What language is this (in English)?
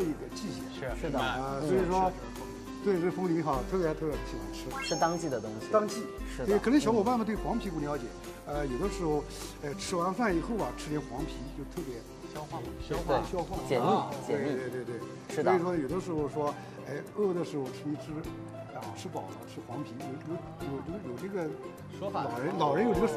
Chinese